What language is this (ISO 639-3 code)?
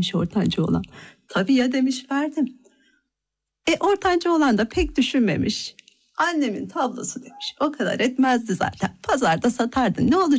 tur